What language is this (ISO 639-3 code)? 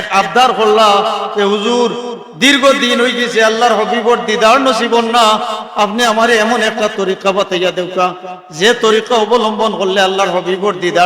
syl